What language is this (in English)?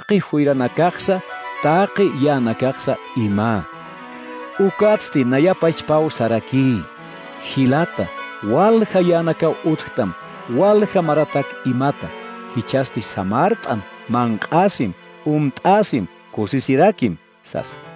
Aymara